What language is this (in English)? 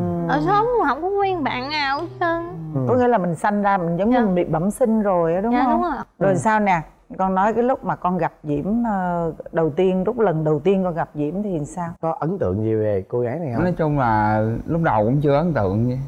Vietnamese